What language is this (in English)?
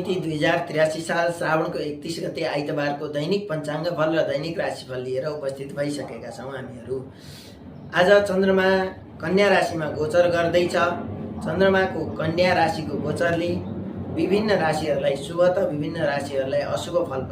Nepali